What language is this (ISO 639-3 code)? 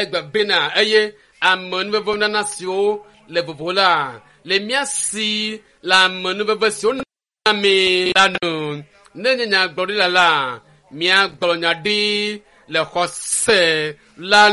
ewe